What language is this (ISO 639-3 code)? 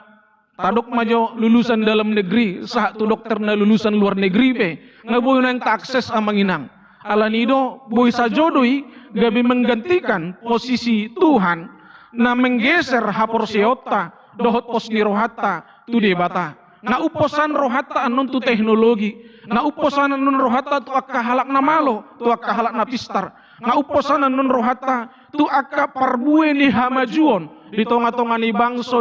bbc